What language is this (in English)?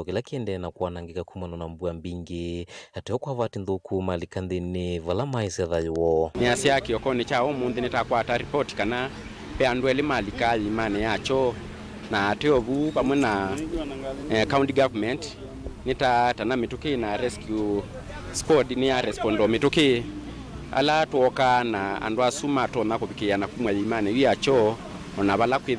Kamba